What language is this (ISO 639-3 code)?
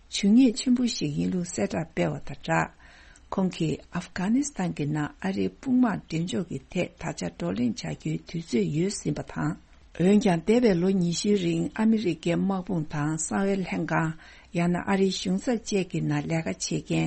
bod